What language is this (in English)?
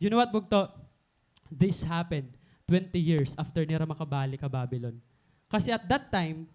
Waray